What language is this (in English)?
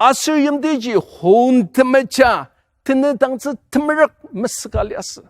Ao Naga